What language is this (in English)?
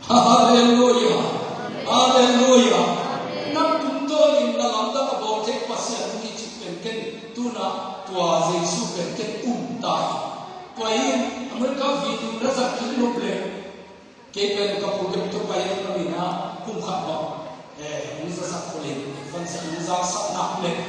Tedim Chin